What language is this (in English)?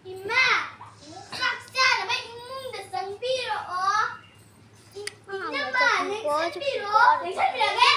Manipuri